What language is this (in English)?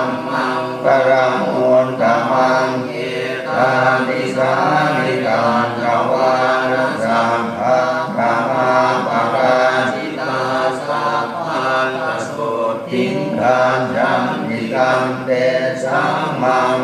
Pali